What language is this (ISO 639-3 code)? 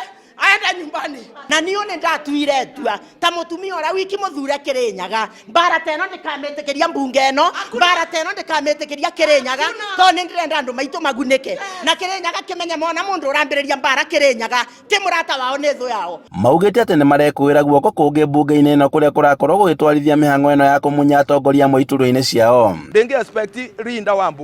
kik